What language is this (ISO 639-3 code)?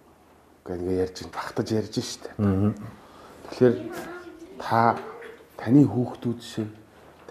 mon